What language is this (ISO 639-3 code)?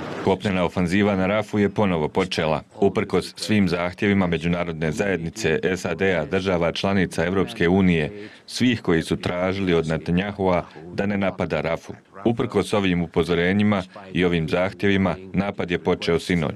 bos